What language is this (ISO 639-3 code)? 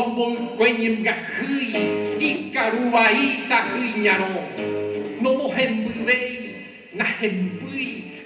grn